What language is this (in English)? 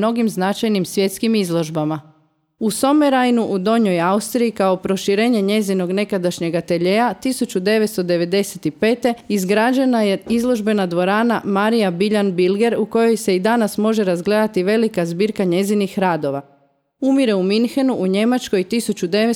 Croatian